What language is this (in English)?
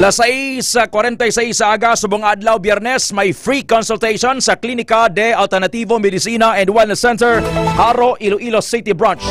Hiligaynon